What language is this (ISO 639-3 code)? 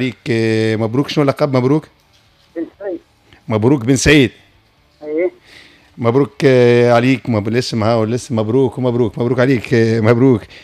aeb